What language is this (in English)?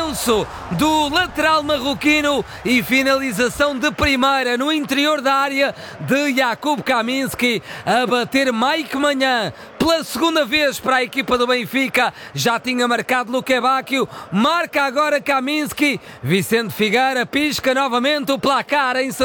Portuguese